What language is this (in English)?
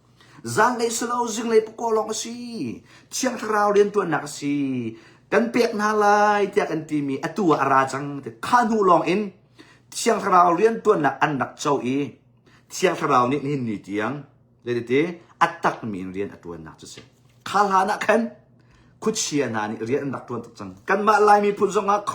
Hakha Chin